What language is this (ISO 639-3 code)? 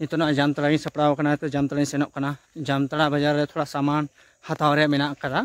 sat